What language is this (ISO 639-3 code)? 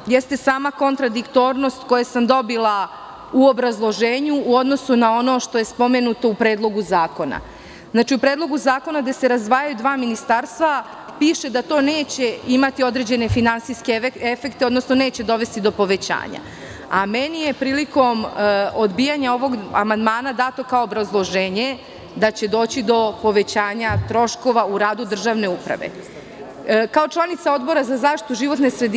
srp